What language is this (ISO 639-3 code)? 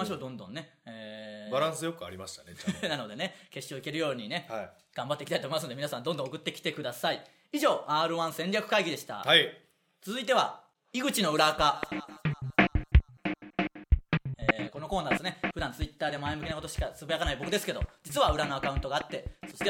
jpn